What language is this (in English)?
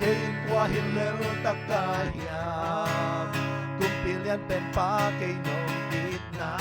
Tedim Chin